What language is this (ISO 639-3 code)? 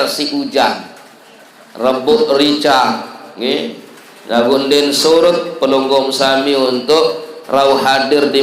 sas